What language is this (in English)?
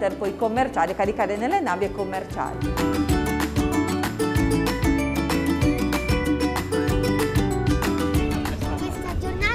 Italian